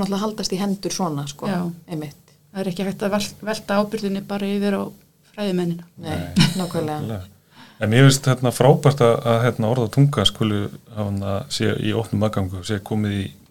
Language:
Icelandic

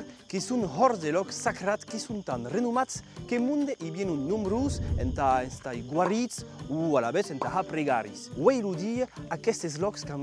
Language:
Occitan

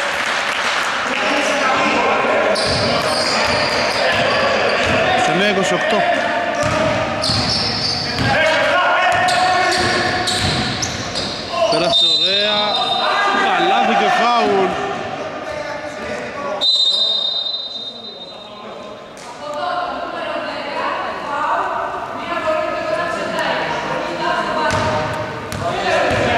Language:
Greek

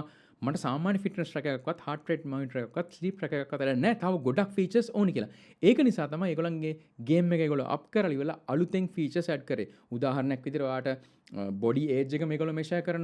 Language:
Sinhala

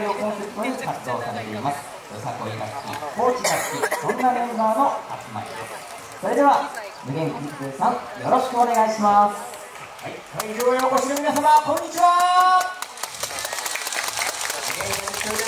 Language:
Japanese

